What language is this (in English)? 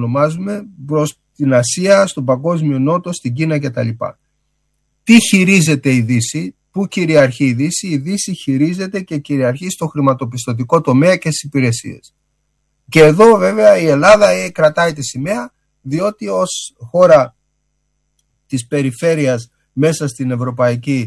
Greek